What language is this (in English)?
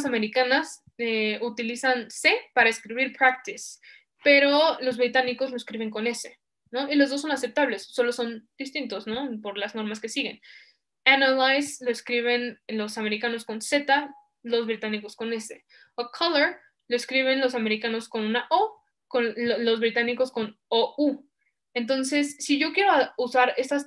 Spanish